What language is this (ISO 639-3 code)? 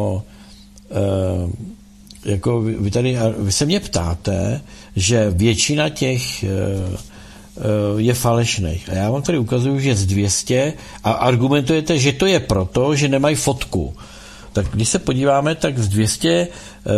ces